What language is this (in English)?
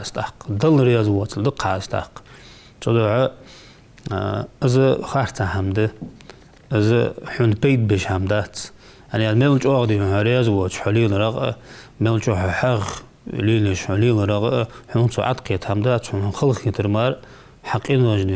Ingush